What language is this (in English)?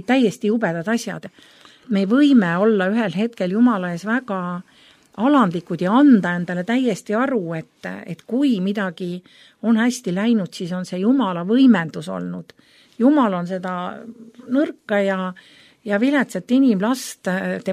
Estonian